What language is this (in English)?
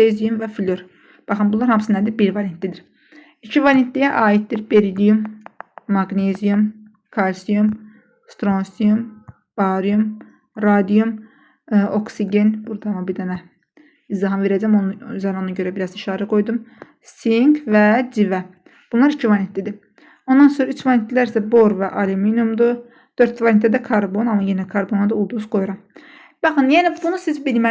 Azerbaijani